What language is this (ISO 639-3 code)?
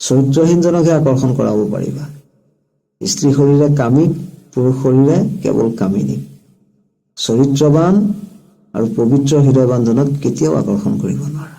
asm